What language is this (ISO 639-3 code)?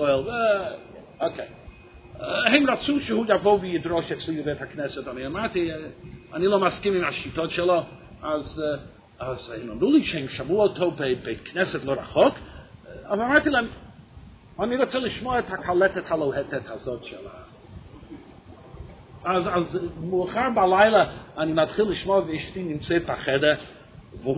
heb